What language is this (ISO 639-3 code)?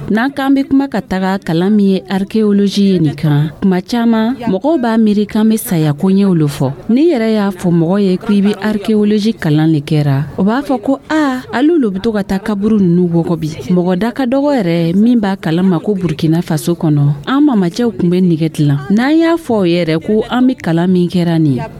dyu